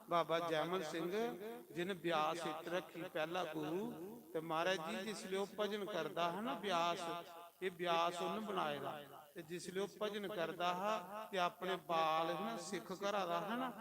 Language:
Dogri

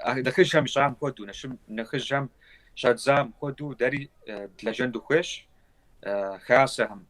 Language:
Kabardian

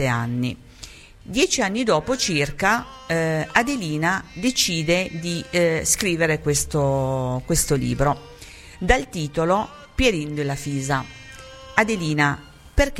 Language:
Italian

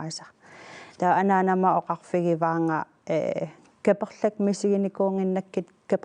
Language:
Kalaallisut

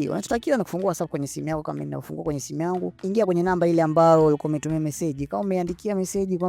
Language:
Swahili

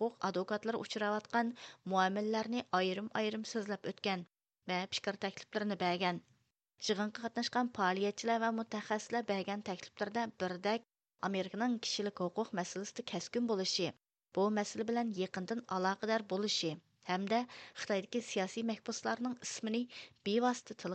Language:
Uyghur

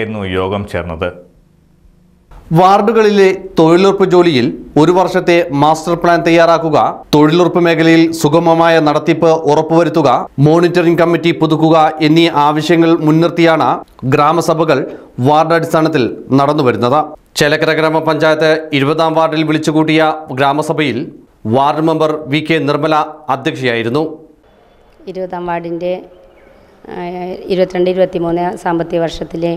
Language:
Malayalam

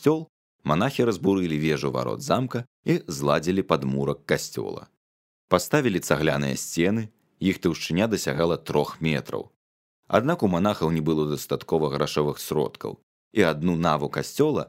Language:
Belarusian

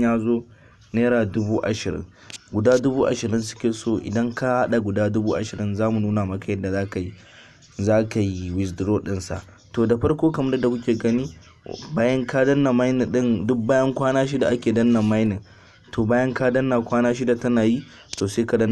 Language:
Hausa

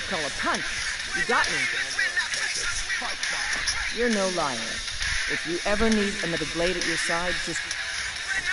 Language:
English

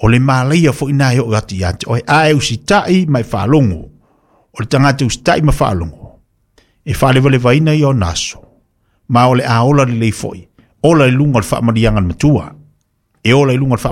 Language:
Samoan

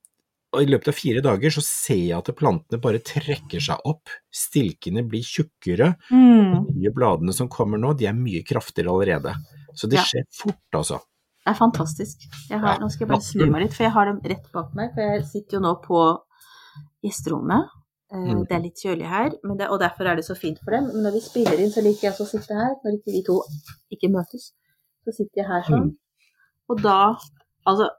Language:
Norwegian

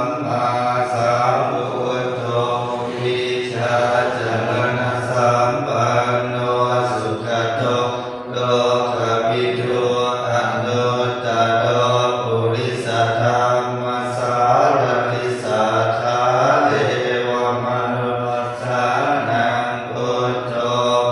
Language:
Pali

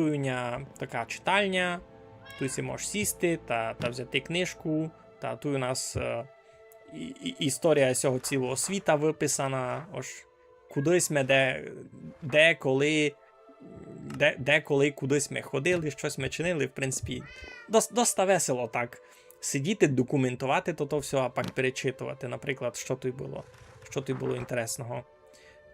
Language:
Rusyn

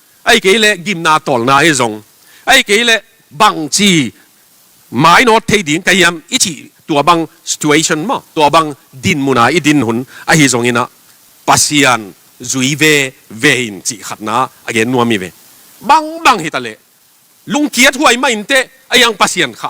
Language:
Tedim Chin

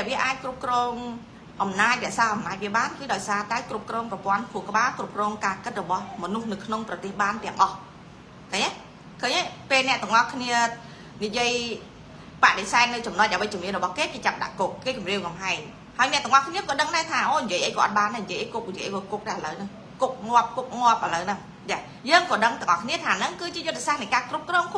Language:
Khmer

